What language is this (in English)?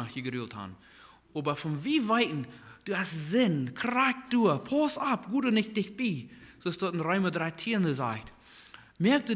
Plautdietsch